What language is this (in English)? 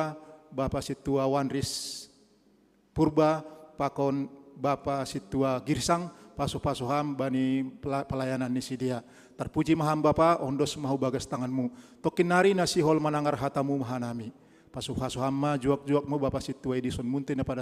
Batak Simalungun